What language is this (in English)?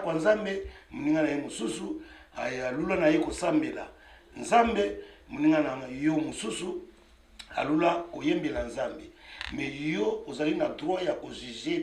Lingala